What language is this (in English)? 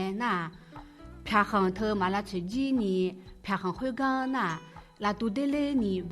Akha